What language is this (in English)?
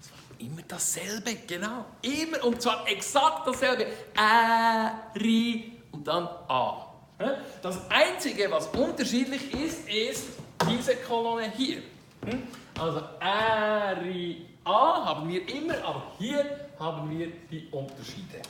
Swiss German